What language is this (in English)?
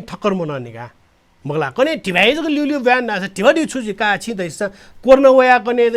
Newari